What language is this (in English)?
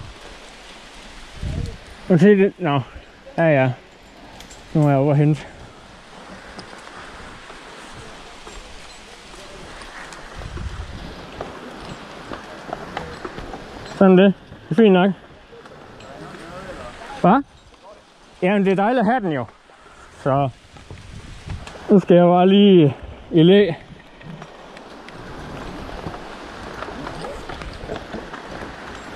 Danish